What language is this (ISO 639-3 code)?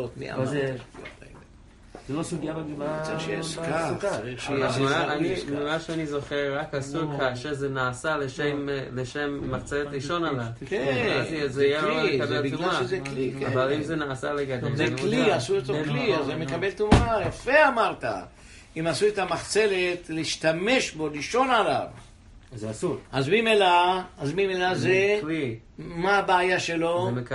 heb